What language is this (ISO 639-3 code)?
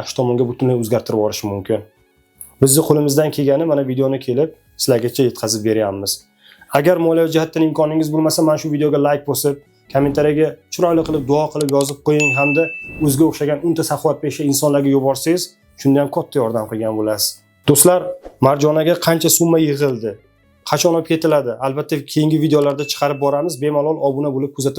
uzb